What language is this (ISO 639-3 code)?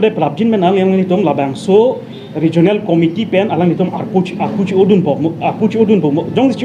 mjw